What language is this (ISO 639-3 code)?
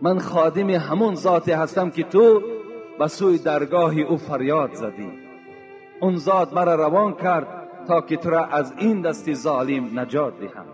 tgk